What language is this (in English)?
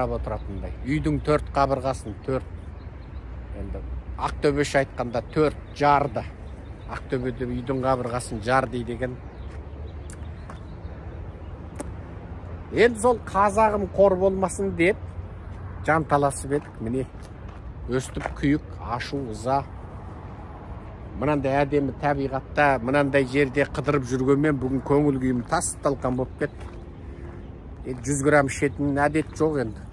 Kazakh